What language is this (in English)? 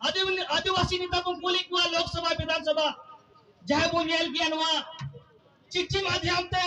Santali